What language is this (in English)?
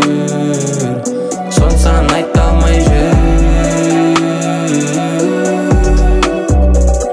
Kazakh